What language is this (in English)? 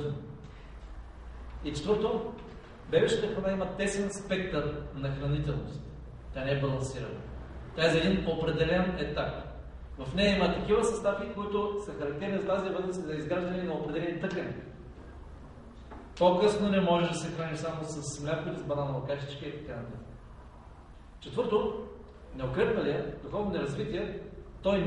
Bulgarian